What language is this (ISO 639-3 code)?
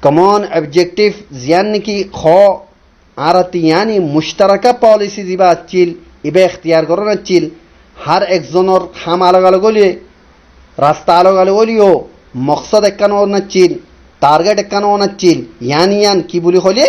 rhg